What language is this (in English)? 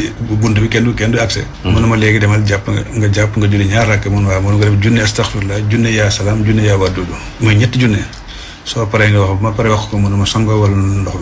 Wolof